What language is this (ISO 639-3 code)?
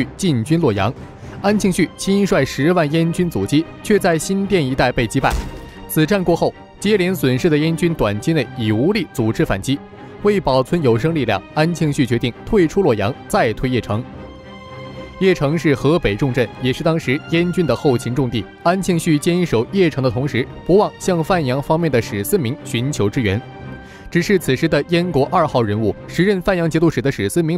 zho